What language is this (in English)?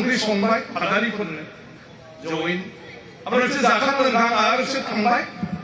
Bodo